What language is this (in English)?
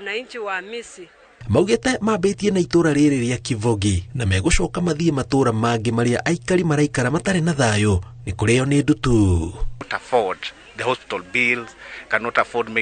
Kikuyu